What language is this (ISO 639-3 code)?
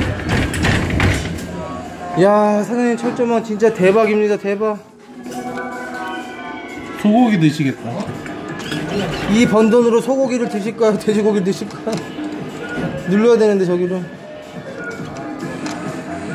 kor